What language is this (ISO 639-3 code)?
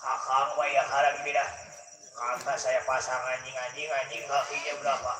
bew